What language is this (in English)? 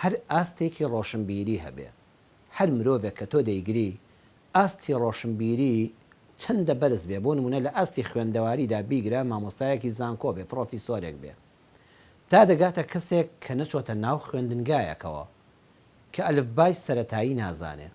Central Kurdish